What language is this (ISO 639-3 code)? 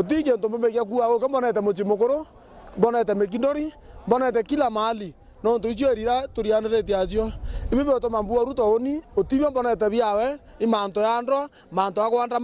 mer